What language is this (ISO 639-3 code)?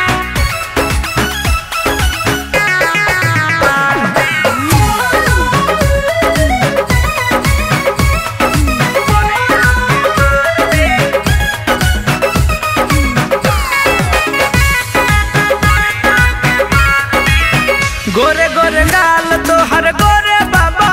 bho